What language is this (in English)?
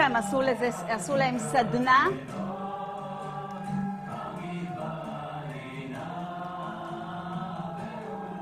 Hebrew